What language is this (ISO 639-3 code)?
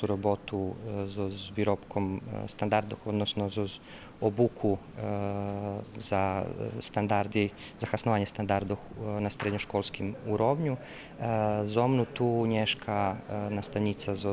rue